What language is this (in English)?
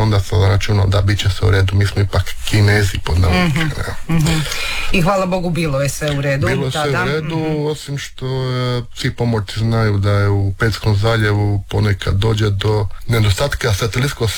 Croatian